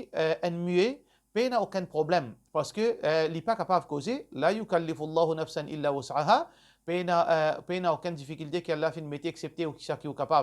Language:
Morisyen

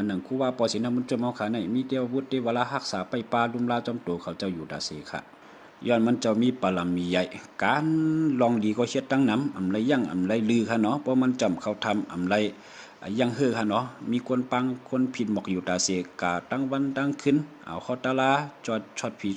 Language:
Shan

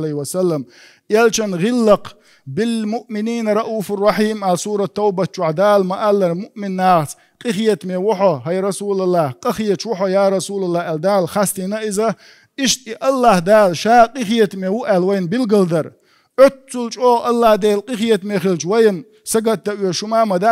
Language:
Chechen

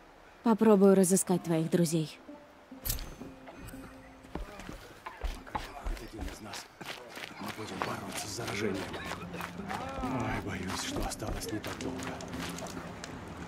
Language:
Russian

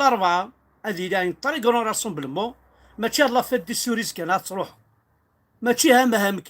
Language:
Kabyle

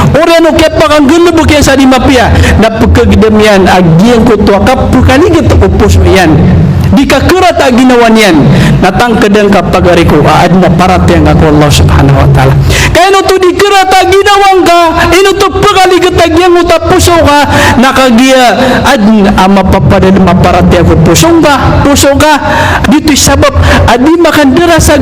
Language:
Maranao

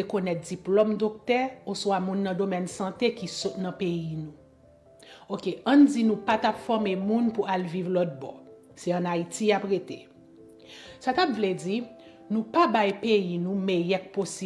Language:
Haitian Creole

